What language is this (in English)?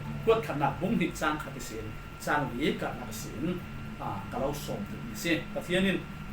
Falam Chin